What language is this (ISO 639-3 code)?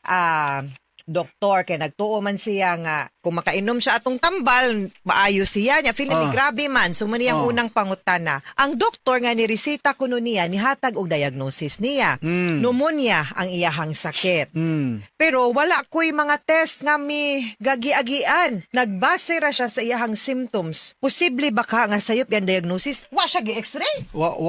ceb